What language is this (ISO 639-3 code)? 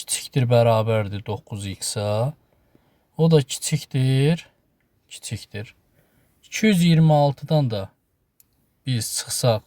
aze